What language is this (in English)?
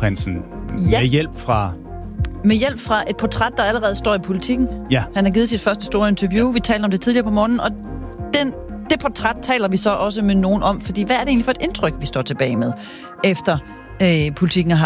Danish